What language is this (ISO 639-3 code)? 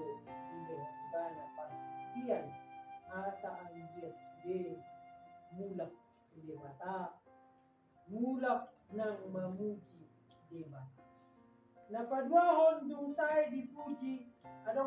bbc